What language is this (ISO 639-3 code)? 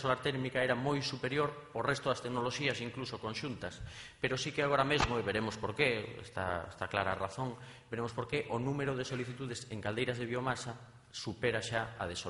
glg